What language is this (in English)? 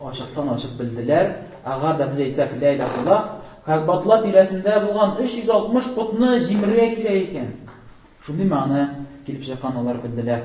Tatar